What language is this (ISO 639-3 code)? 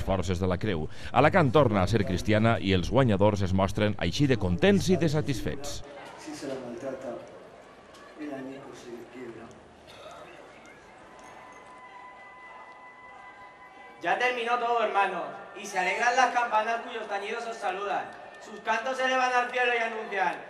cat